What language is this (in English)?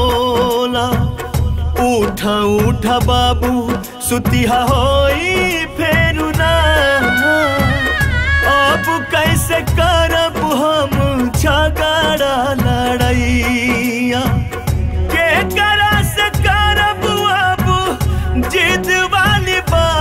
Bhojpuri